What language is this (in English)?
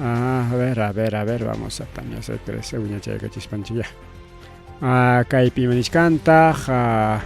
Ayacucho Quechua